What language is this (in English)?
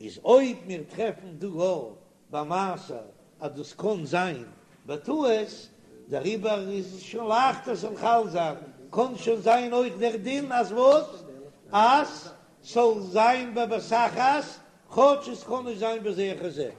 Yiddish